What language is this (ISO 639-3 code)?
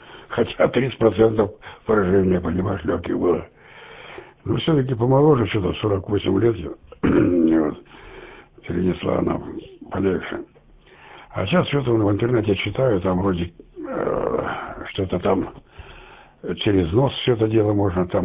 rus